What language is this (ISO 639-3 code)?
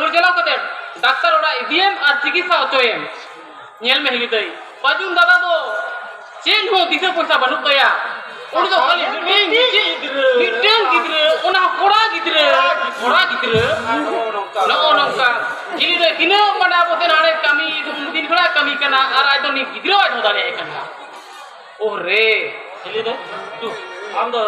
sat